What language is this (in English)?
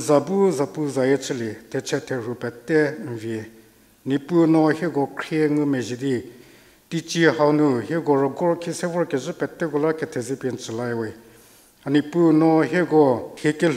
Angami Naga